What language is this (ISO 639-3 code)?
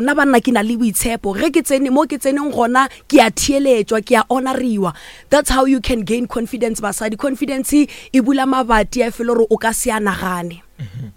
nso